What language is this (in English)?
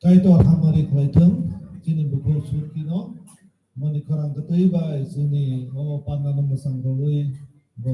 Kok Borok